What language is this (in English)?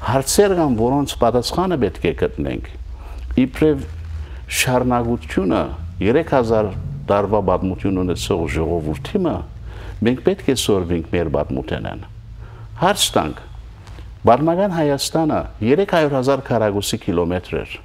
Western Armenian